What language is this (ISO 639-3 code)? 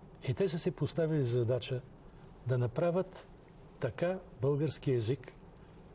bul